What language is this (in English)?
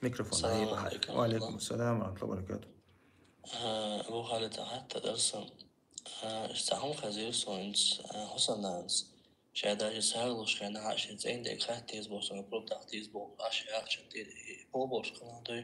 Chechen